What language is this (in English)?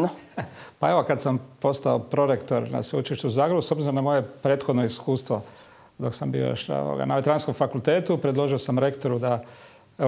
Croatian